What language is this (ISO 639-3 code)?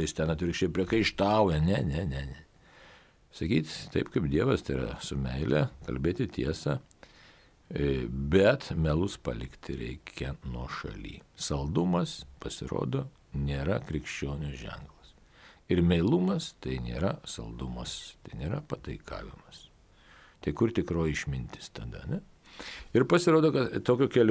lit